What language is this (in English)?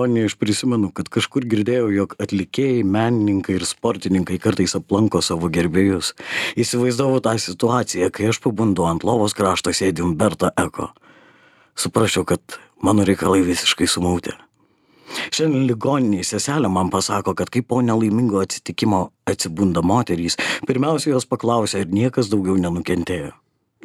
Lithuanian